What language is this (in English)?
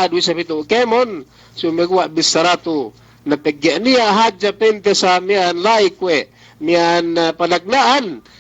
Yakan